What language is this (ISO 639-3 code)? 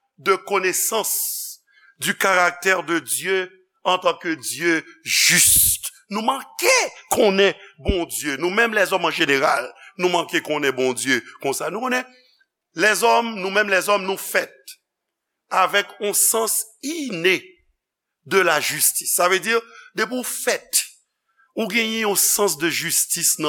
hat